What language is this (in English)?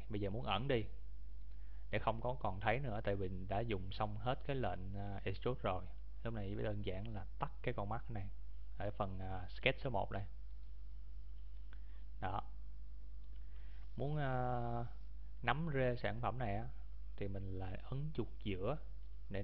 Vietnamese